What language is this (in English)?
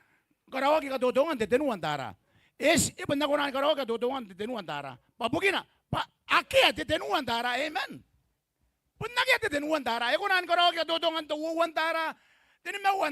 Gilbertese